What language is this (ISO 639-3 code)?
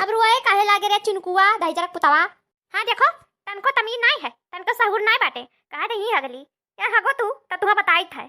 awa